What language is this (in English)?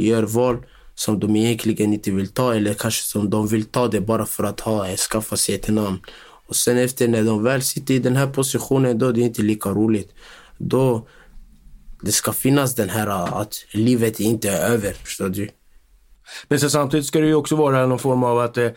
Swedish